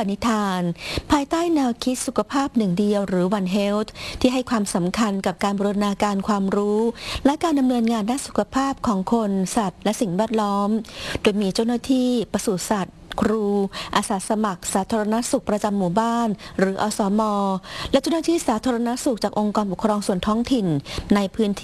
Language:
Thai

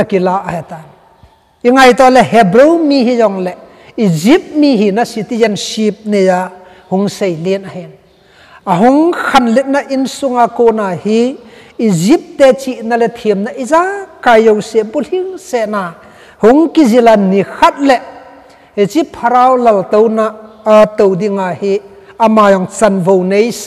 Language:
Thado Chin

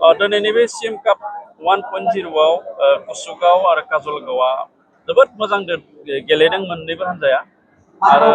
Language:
Bodo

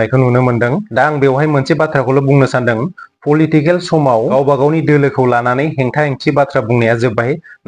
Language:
Bodo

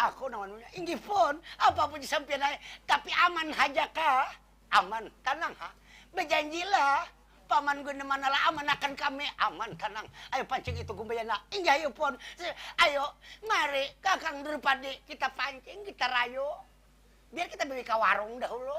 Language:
Banjar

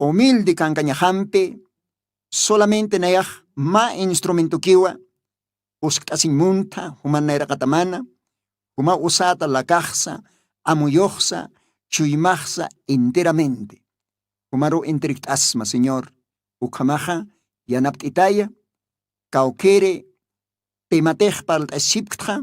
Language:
Aymara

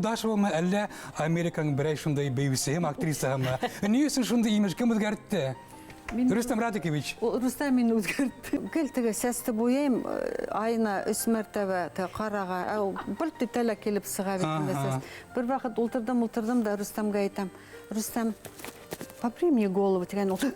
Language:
Bashkir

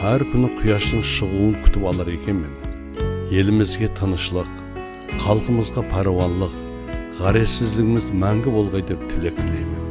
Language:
Kara-Kalpak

